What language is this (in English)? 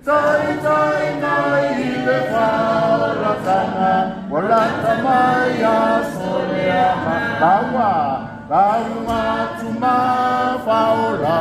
Samoan